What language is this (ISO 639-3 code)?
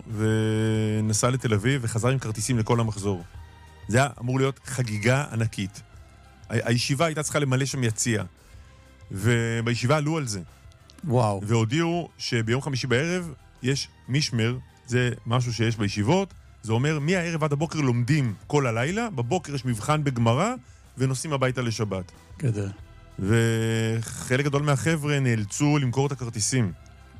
heb